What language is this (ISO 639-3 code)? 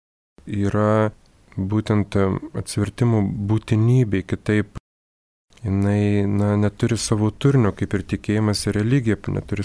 lit